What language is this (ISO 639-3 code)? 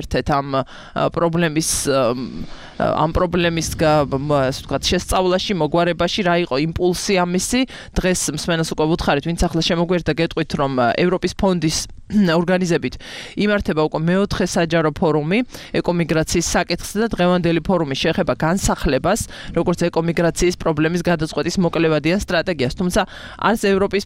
kat